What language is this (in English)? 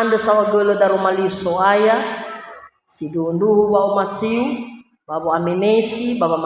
Nias